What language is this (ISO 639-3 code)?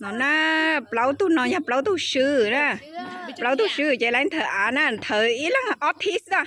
hmn